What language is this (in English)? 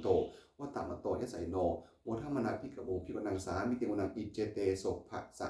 Pali